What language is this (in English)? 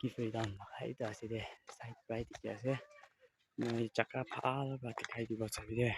Naga Pidgin